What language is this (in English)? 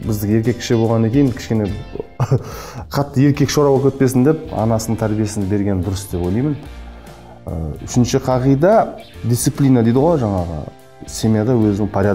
Kazakh